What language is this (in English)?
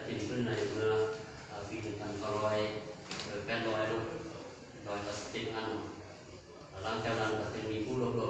Lao